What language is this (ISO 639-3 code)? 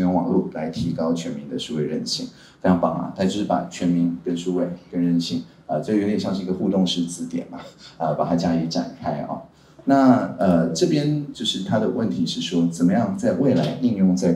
zho